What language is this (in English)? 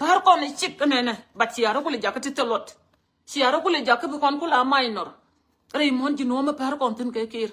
Nuer